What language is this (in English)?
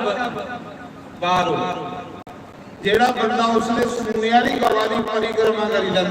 Dogri